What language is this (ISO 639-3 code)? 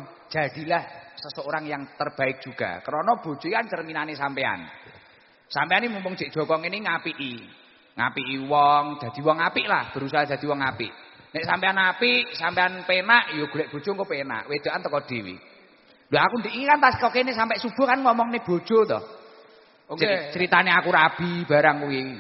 jav